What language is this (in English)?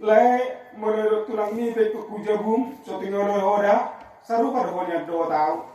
Batak Toba